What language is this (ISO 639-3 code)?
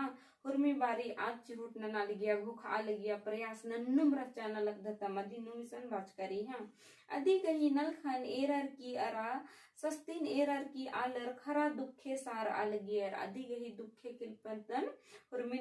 kru